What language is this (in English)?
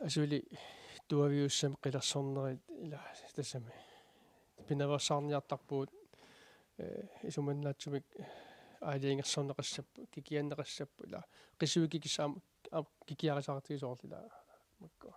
Kalaallisut